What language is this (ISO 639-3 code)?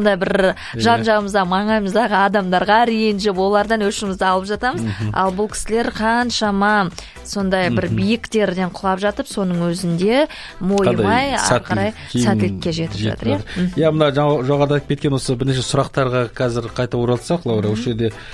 kaz